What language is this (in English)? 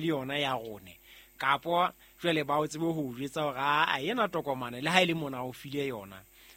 Southern Sotho